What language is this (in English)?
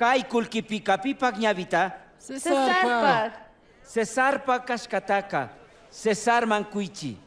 Chimborazo Highland Quichua